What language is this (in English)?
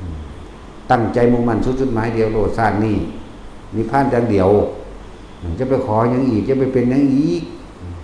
Northeastern Thai